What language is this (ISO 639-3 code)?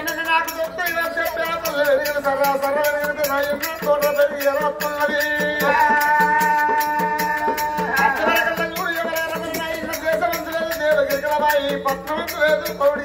tel